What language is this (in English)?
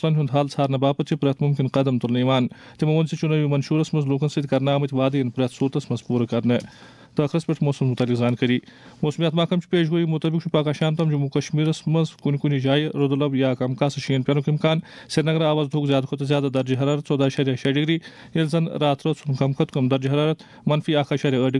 Kashmiri